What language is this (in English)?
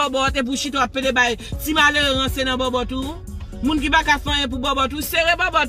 Haitian Creole